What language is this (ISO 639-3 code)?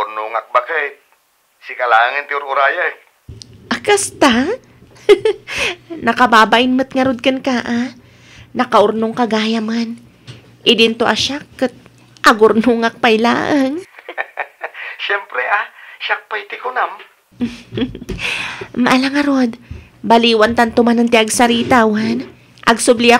ilo